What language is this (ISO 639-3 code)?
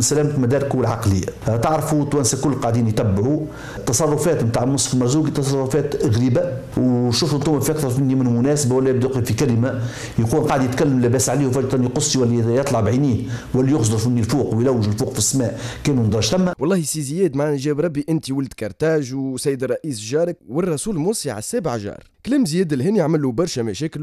aeb